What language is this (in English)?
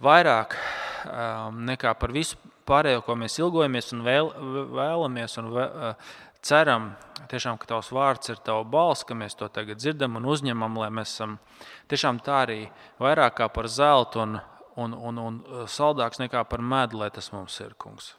Latvian